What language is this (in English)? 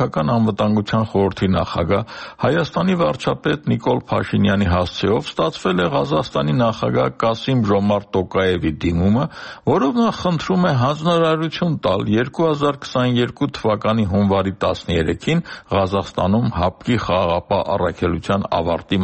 Armenian